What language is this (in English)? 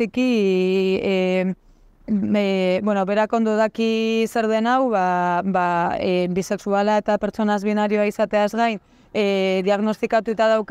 Basque